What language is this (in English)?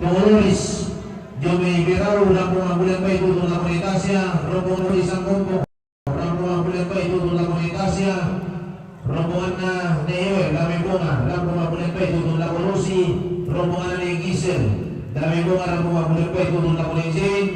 Toraja-Sa'dan